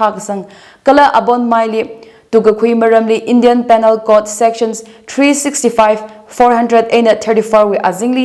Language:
Tangkhul Naga (India)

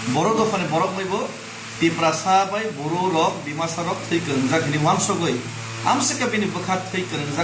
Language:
Kok Borok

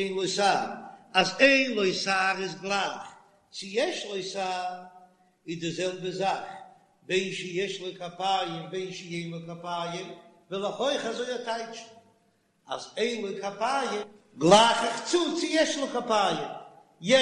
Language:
Yiddish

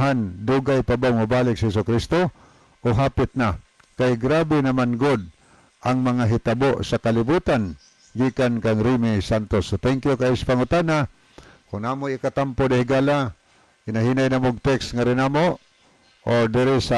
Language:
Cebuano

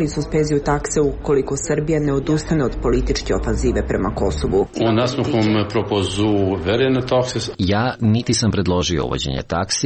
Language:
Serbian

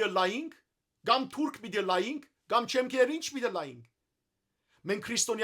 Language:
Western Armenian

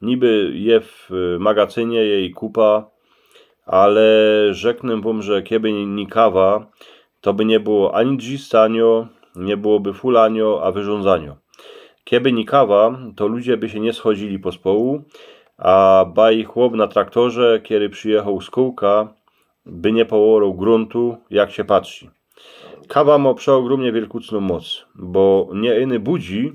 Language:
Silesian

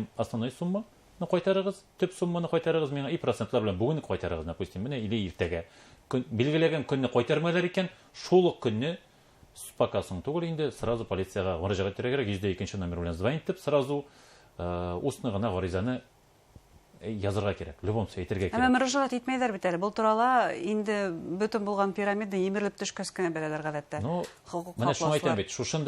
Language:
Bashkir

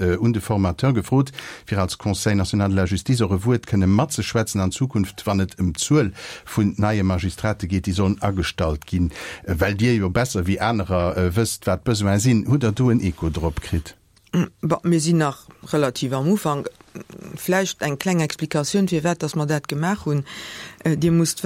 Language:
Luxembourgish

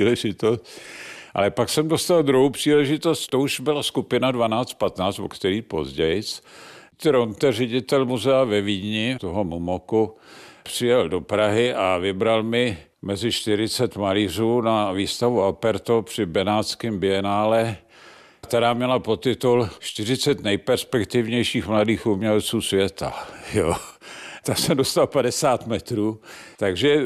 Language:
Czech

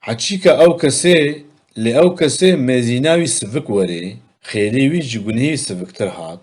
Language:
Kurdish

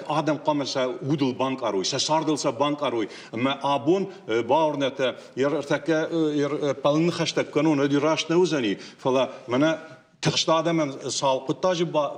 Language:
Ossetic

